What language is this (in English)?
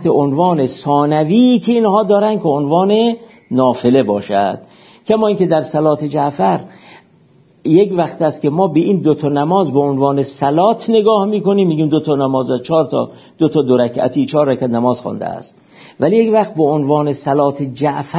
Persian